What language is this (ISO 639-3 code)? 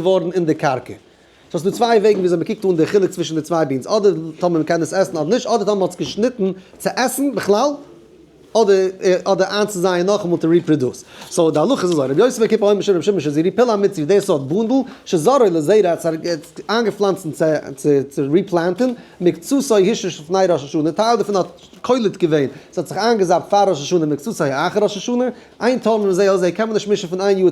yid